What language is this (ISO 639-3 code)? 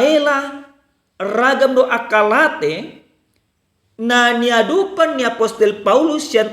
bbc